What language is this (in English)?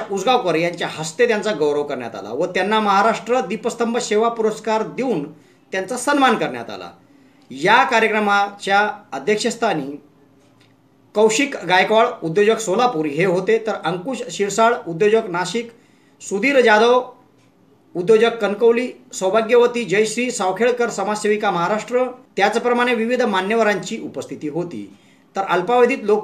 Marathi